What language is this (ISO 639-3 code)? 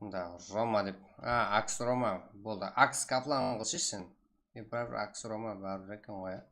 kaa